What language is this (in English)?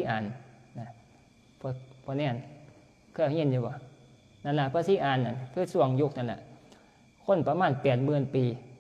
Northeastern Thai